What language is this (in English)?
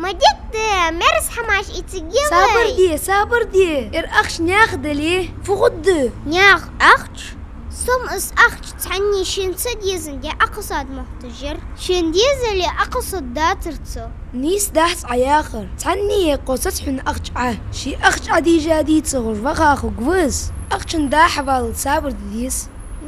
Ingush